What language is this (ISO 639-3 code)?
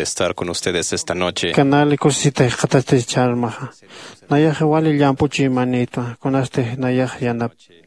aym